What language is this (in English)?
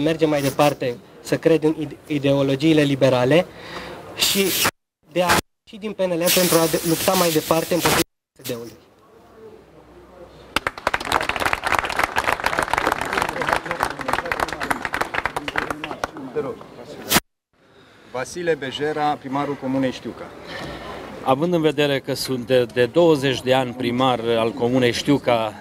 Romanian